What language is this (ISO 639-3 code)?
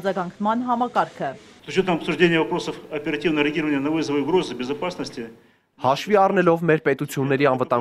hye